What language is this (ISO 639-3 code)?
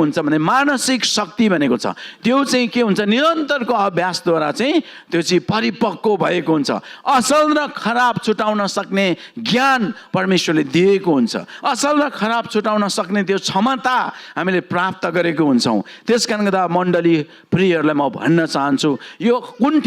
nep